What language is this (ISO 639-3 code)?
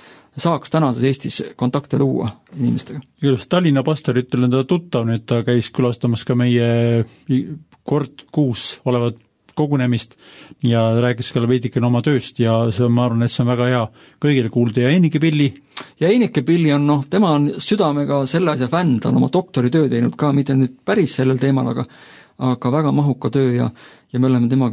est